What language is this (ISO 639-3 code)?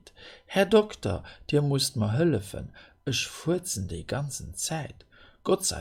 ltz